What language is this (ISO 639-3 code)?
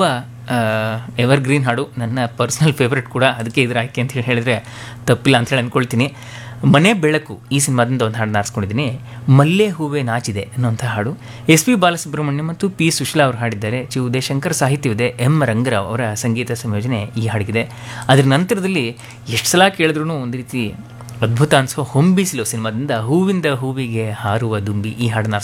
kan